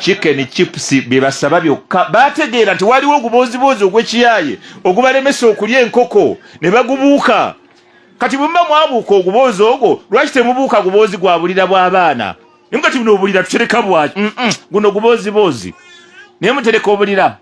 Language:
Ganda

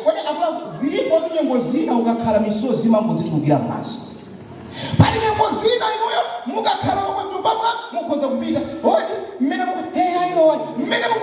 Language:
Nyanja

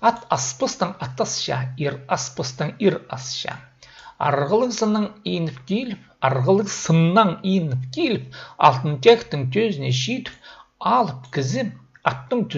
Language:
Khakas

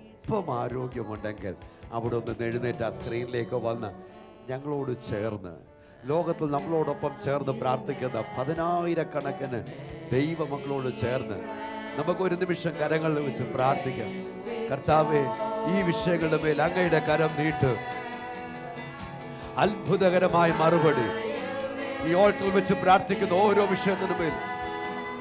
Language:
Malayalam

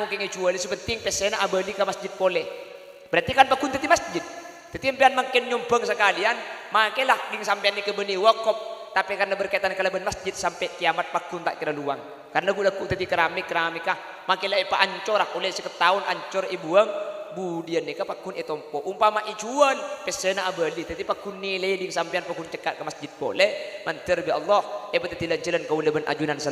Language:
Madurese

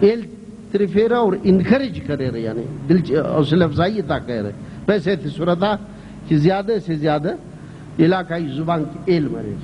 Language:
Brahui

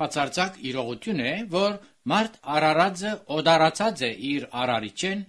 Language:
Armenian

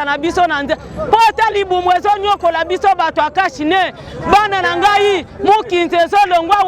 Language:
Lingala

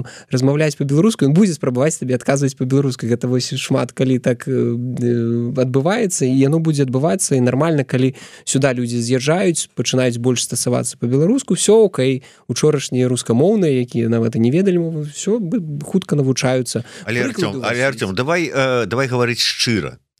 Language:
Belarusian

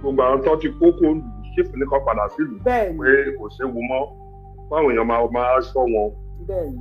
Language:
Yoruba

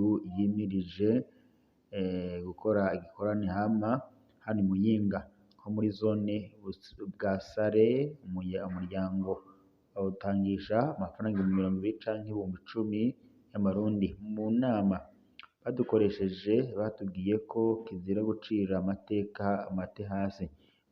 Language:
Rundi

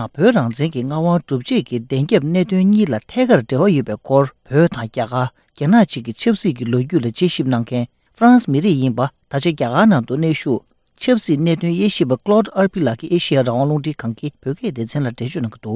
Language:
Tibetan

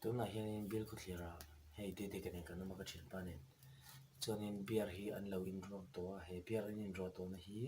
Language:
Mizo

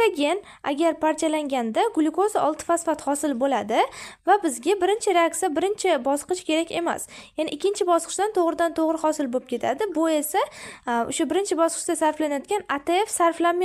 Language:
Uzbek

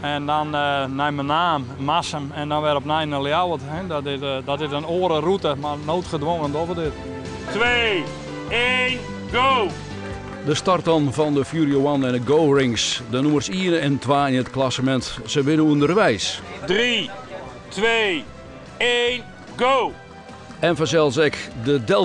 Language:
Western Frisian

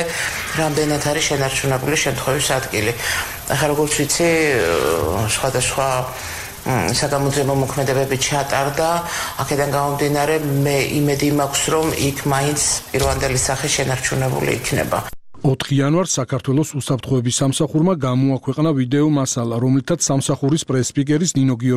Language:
Georgian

